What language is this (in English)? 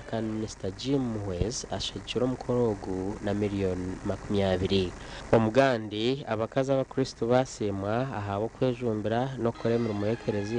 Nyankole